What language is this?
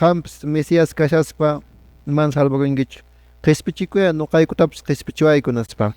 Quechua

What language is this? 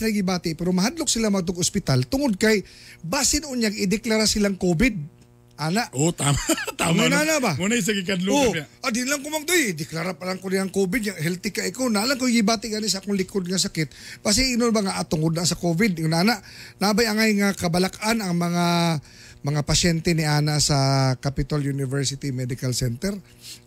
Cebuano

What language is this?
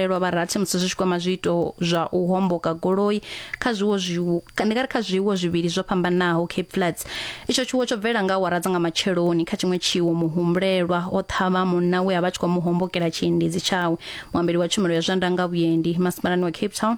Venda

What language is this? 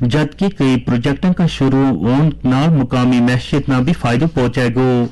Gujari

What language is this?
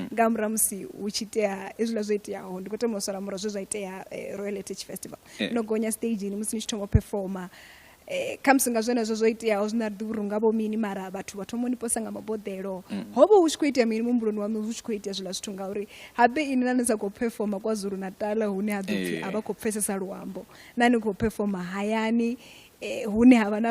Venda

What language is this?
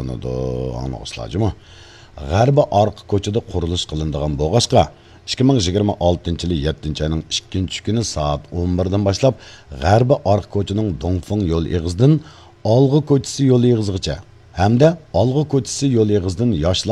Uyghur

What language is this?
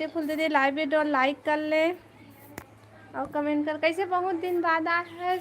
Chhattisgarhi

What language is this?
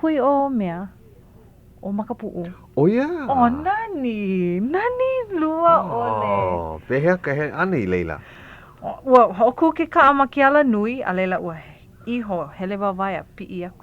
Hawaiian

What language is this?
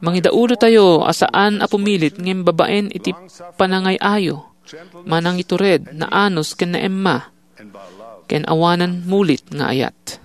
Iloko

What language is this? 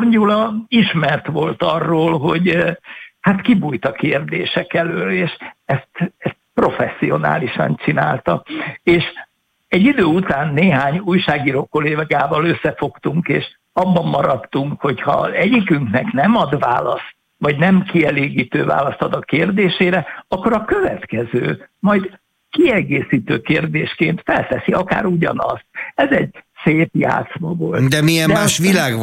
Hungarian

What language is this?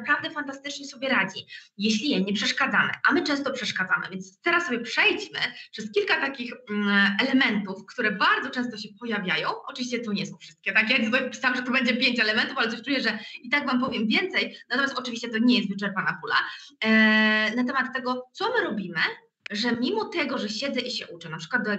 Polish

